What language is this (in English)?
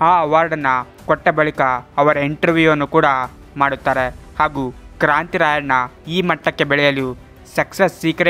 Kannada